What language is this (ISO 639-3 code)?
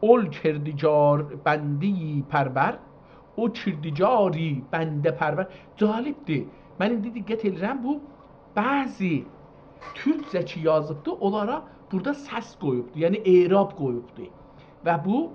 azb